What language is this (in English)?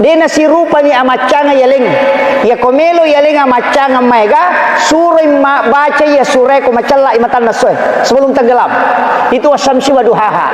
Buginese